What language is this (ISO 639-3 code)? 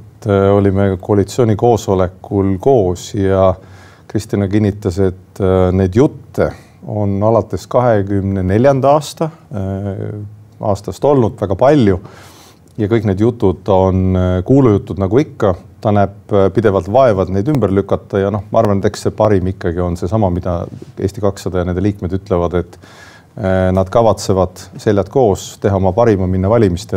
est